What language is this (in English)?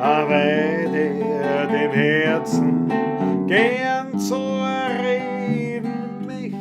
Bavarian